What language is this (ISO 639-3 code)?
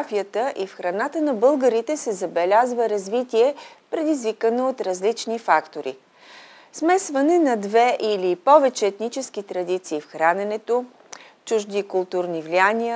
bul